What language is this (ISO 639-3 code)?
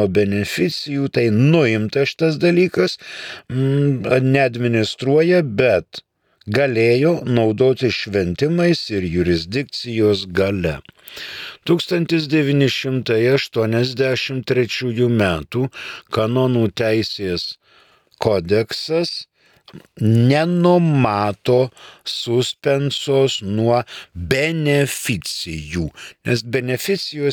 lit